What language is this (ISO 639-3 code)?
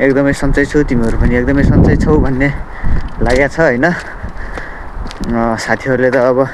nep